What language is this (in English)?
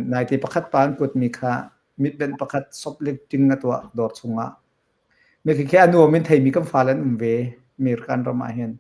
Hakha Chin